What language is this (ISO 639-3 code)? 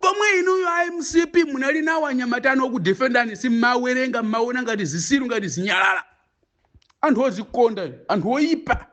nya